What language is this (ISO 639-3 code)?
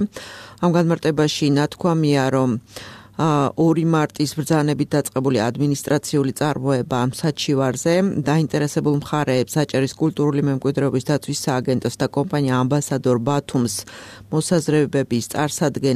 kat